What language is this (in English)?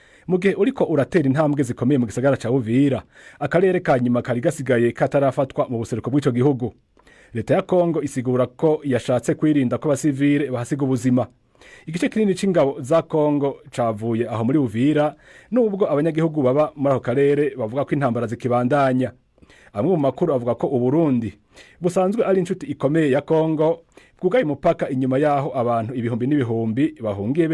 Rundi